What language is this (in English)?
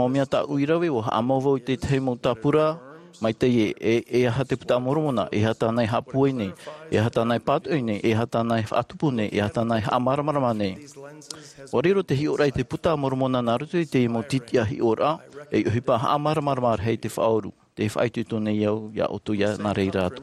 Tahitian